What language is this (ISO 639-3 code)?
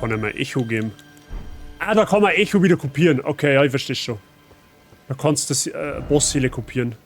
bar